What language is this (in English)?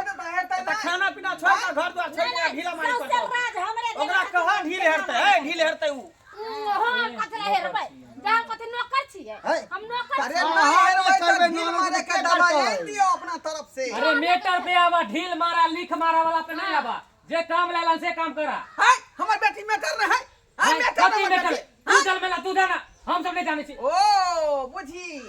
Maithili